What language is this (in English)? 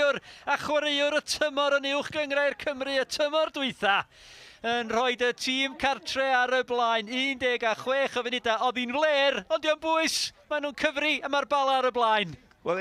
Welsh